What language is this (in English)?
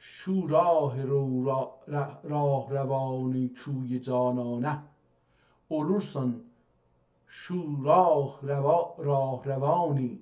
South Azerbaijani